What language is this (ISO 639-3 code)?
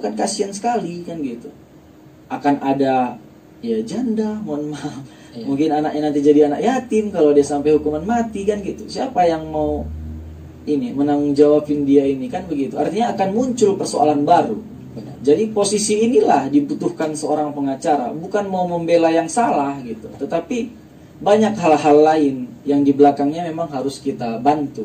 ind